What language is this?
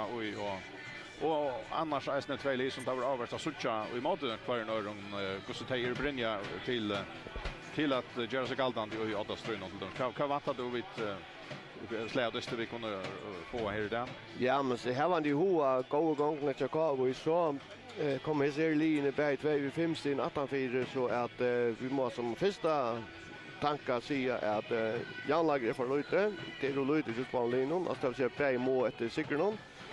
Faroese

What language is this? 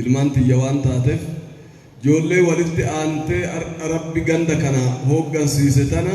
Oromo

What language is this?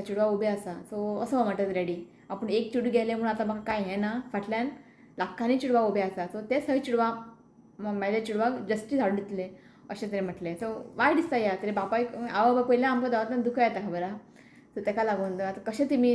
Konkani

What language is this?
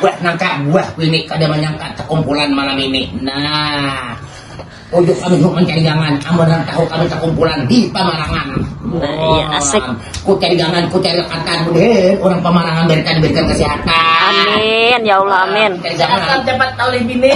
Banjar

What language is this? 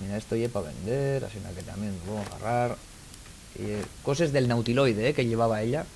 Asturian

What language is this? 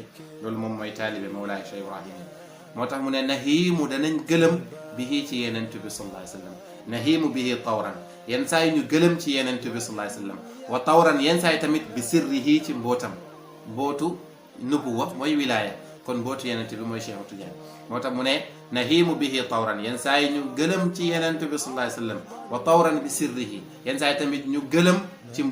Wolof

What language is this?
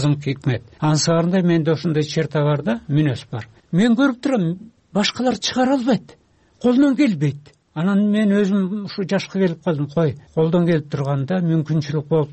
Kyrgyz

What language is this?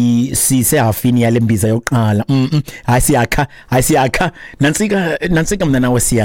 Xhosa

